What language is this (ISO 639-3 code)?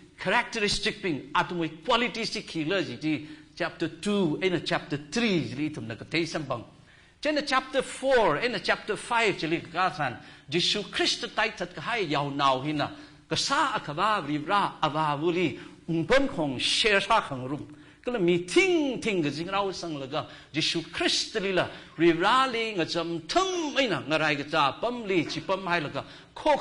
nmf